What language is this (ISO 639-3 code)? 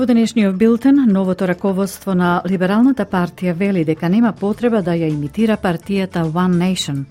mkd